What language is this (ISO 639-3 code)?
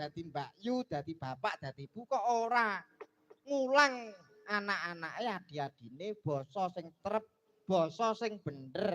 jav